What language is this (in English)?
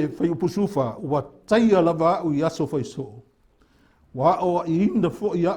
Samoan